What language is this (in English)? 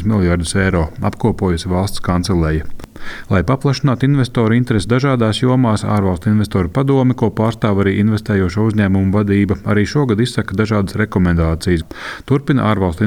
Latvian